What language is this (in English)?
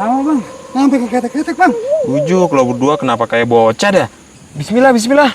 Betawi